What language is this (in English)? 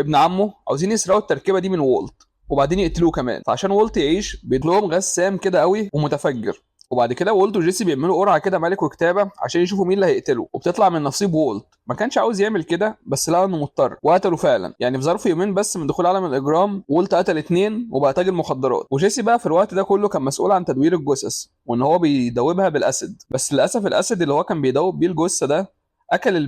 Egyptian Arabic